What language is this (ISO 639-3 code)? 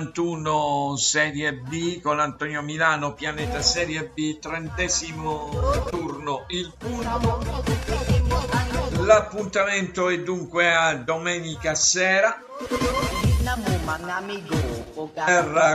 ita